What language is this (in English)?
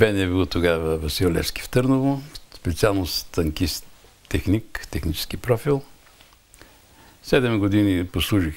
Bulgarian